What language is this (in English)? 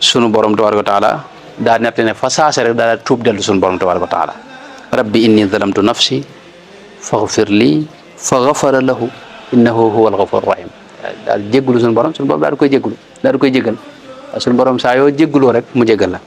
Wolof